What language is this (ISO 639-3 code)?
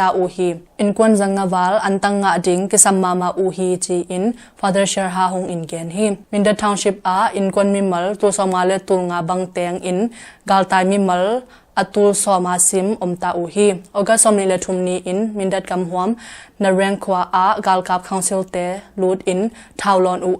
ctd